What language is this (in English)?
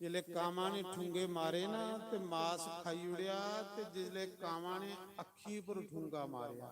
Dogri